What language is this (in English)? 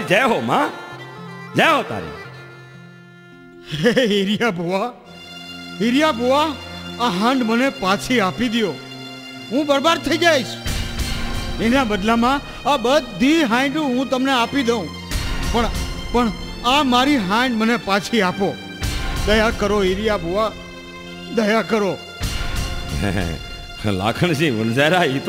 Gujarati